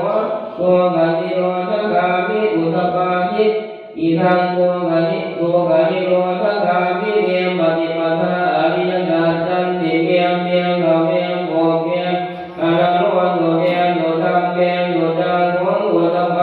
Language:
Pali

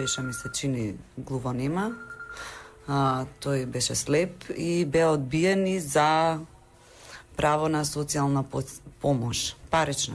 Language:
Macedonian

